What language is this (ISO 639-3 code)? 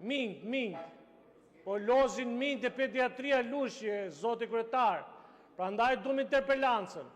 sqi